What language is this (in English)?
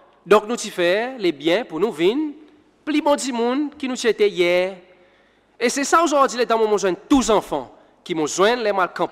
Seselwa Creole French